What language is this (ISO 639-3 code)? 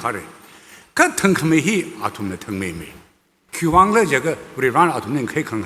nmf